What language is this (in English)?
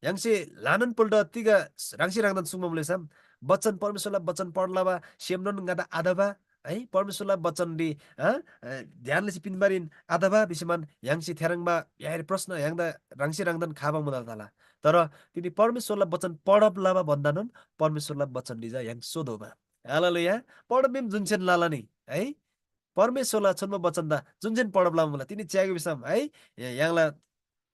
Eastern Tamang